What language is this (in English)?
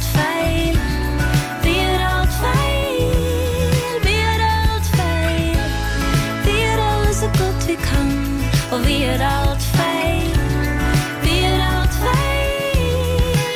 Norwegian